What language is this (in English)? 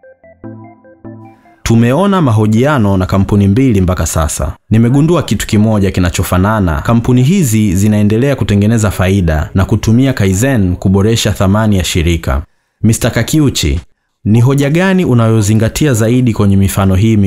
Swahili